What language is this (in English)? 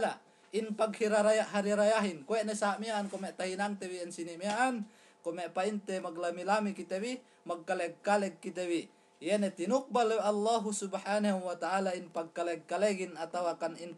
Yakan